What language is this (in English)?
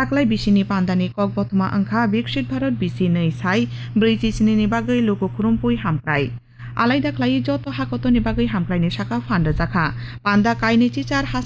Kok Borok